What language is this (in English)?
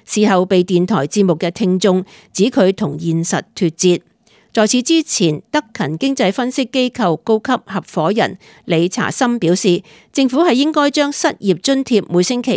Cantonese